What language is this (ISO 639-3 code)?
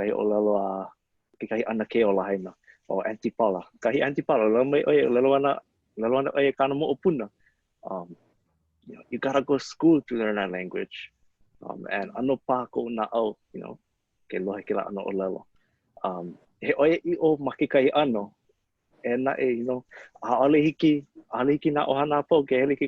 haw